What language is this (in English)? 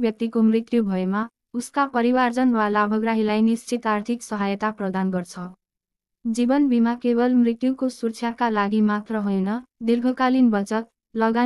Nepali